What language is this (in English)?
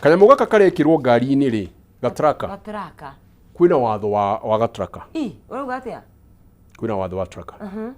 Kikuyu